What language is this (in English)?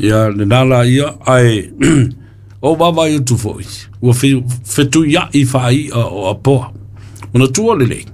Samoan